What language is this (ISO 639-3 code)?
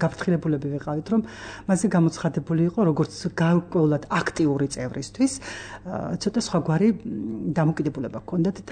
kat